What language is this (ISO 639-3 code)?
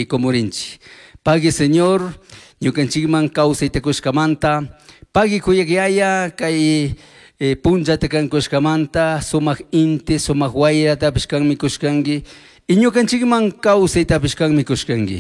qug